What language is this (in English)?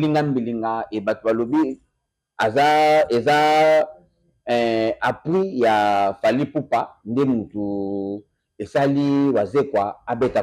Lingala